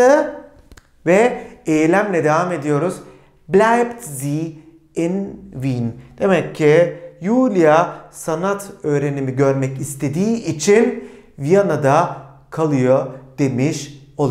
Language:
Turkish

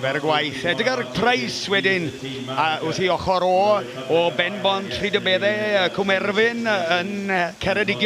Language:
Welsh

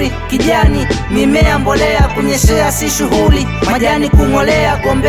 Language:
Swahili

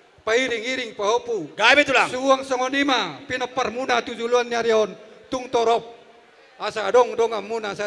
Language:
Batak Toba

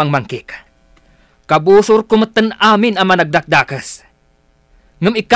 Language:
Iloko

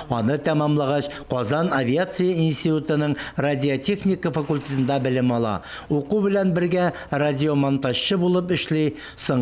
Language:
Tatar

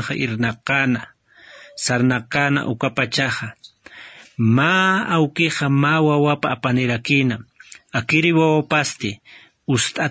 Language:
Aymara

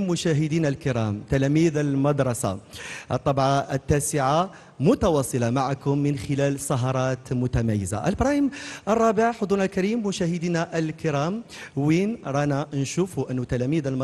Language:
Algerian Arabic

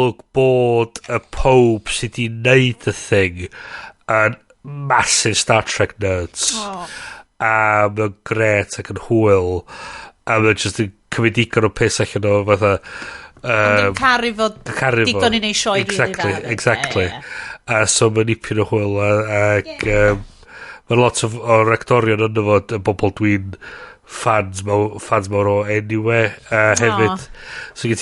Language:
Welsh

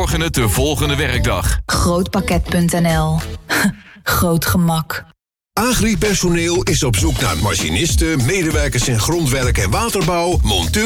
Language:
Dutch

